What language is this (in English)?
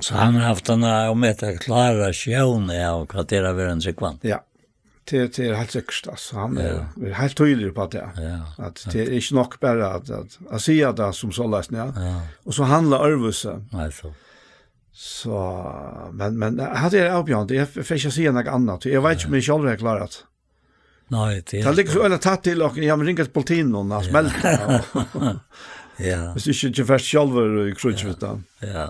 Faroese